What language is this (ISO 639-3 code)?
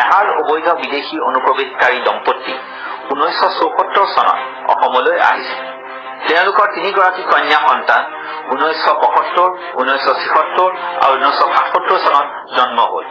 asm